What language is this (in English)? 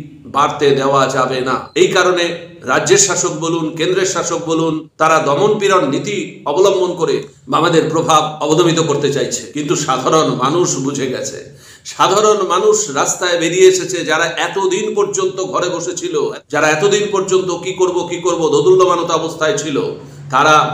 Bangla